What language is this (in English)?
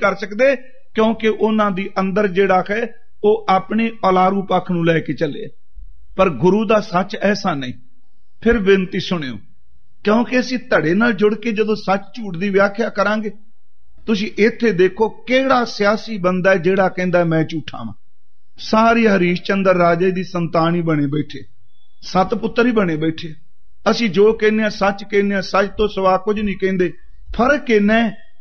Punjabi